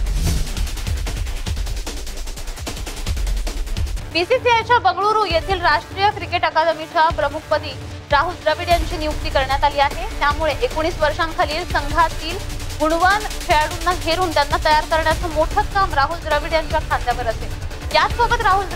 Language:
Marathi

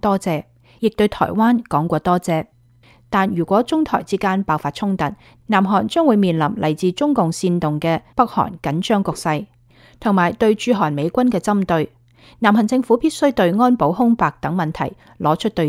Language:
Cantonese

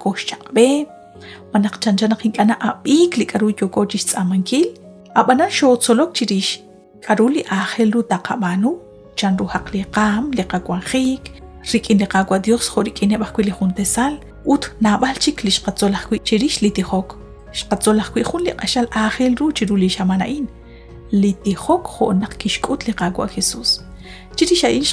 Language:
Kekchí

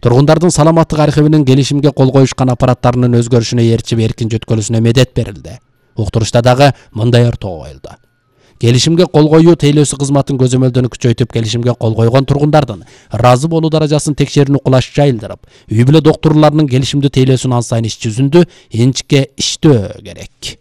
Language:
Kyrgyz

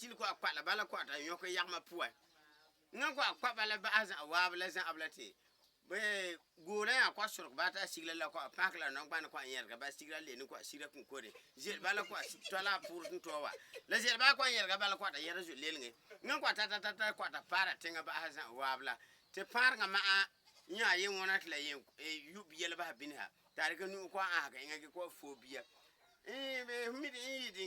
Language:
Frafra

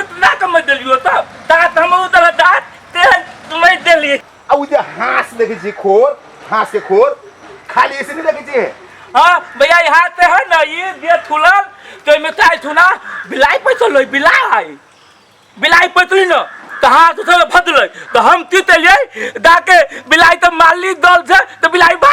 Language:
Maithili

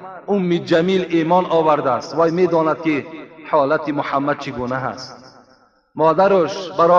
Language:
Tajik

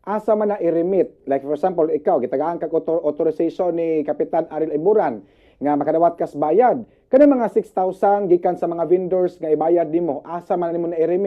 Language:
Cebuano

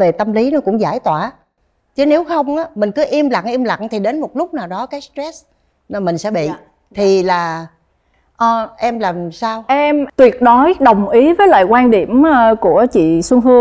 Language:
Vietnamese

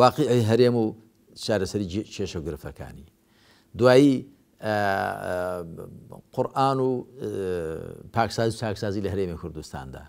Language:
Central Kurdish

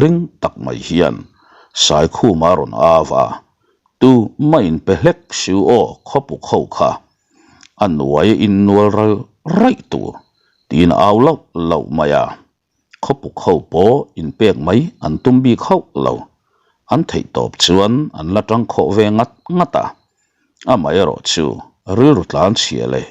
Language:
Mizo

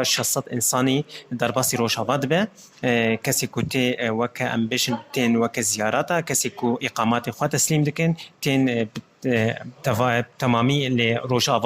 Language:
Kurdish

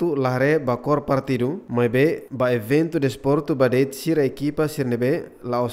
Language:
Tetum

